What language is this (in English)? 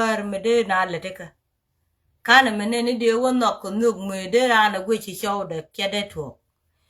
Nuer